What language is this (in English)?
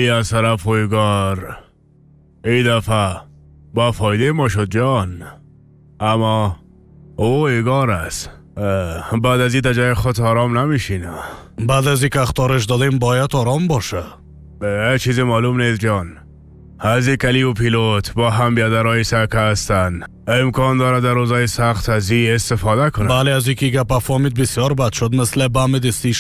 Persian